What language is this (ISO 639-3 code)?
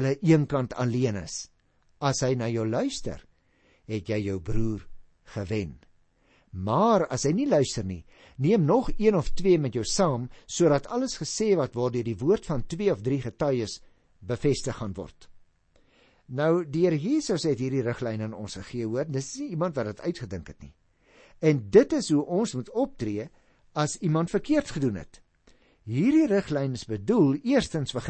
afr